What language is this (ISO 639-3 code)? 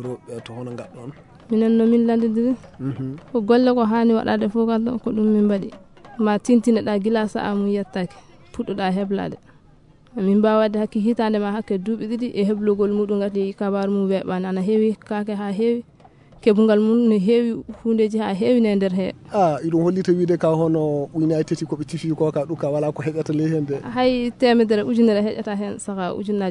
ful